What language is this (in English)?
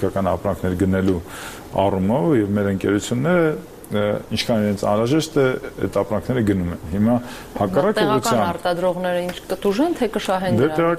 Armenian